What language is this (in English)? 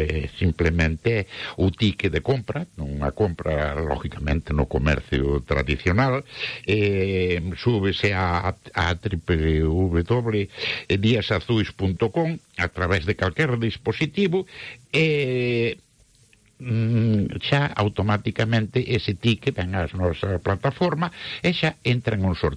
Galician